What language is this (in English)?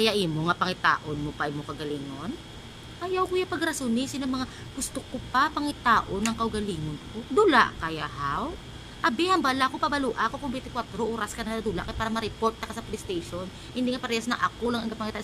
Hiligaynon